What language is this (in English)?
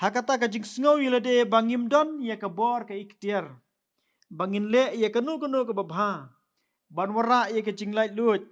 Khasi